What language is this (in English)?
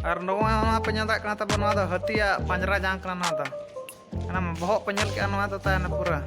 Santali